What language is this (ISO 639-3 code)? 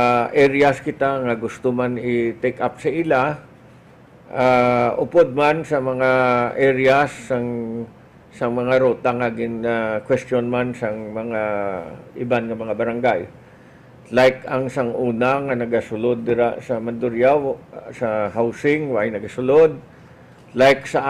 hil